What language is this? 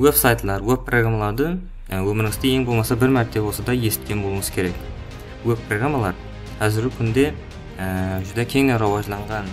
Kara-Kalpak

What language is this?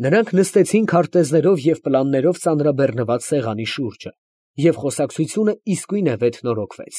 Armenian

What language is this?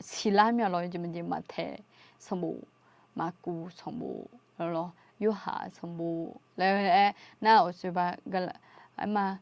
Akha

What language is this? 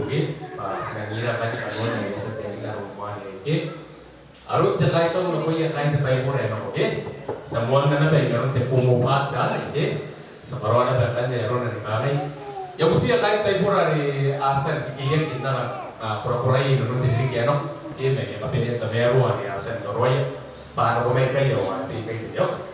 Gilbertese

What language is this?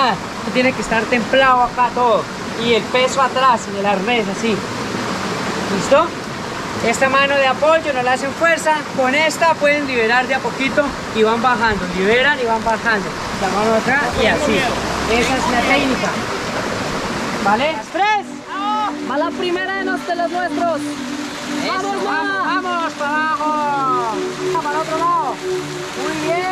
Spanish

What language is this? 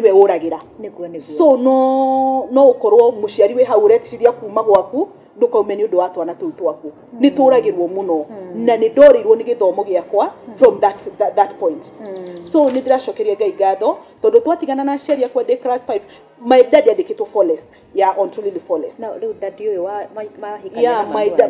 Kikuyu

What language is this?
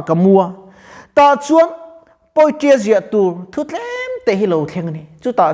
Mizo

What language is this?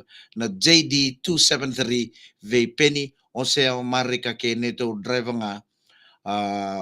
Fijian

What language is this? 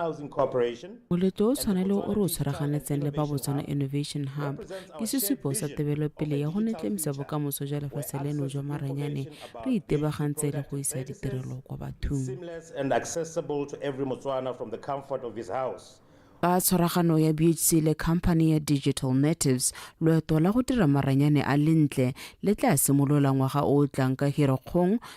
Tswana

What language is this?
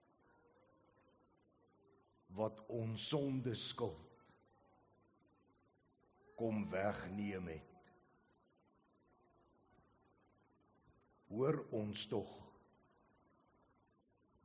Afrikaans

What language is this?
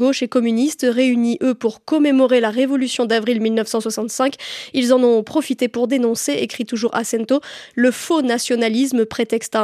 French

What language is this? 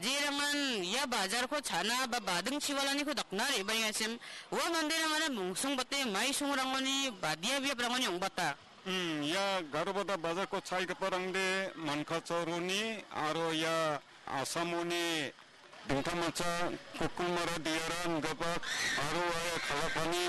Garo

